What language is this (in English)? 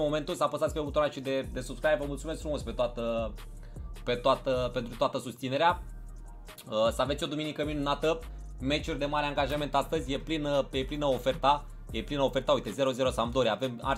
Romanian